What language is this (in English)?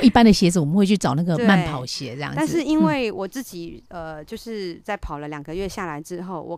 Chinese